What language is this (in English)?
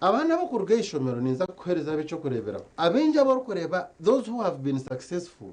Nyankole